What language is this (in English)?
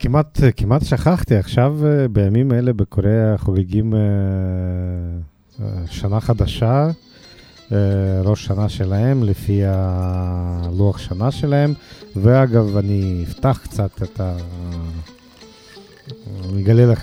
Hebrew